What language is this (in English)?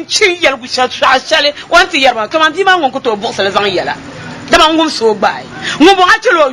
Dagbani